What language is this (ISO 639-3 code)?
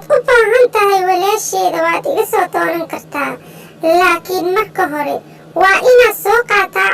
som